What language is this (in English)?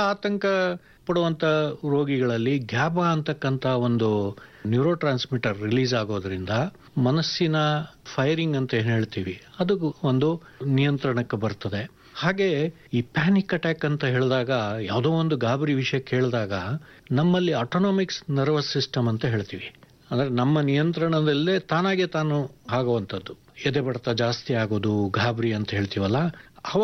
Kannada